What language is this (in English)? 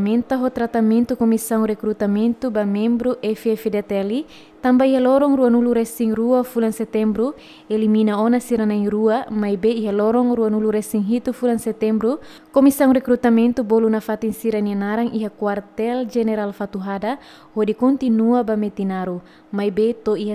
Tetum